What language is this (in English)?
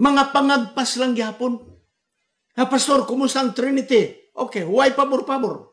Cebuano